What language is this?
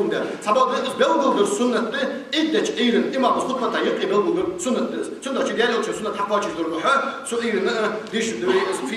Ingush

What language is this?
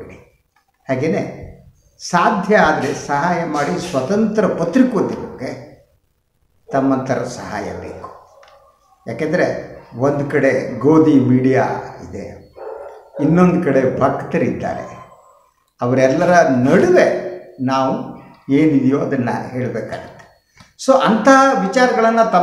Kannada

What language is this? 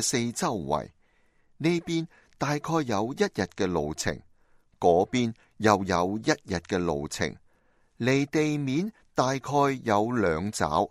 Cantonese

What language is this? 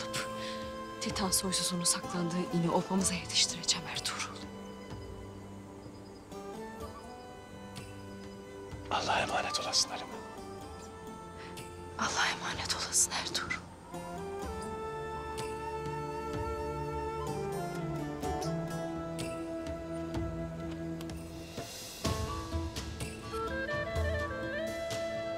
Turkish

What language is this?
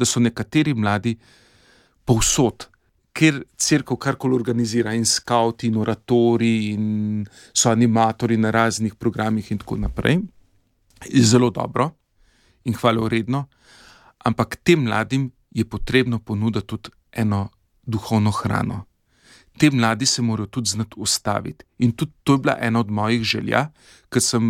Slovenian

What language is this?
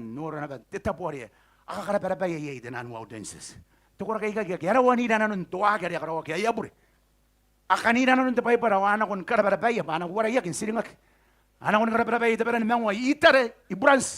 Gilbertese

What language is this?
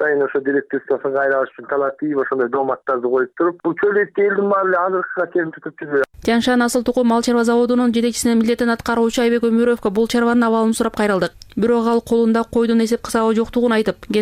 Kyrgyz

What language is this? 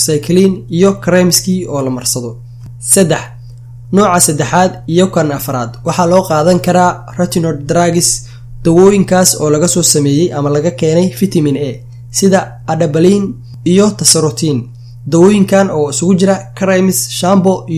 Somali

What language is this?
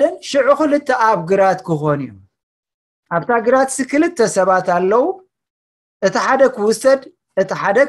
Tigrinya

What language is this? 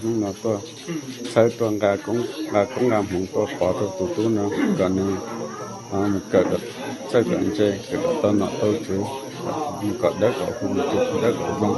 Hmong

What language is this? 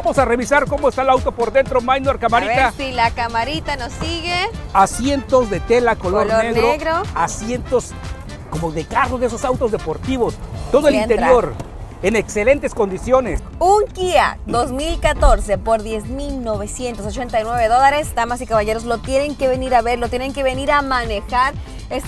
Spanish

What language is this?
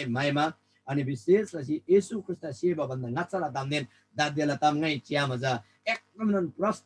Eastern Tamang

